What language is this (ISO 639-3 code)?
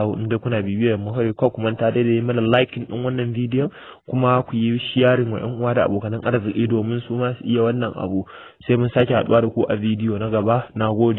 hau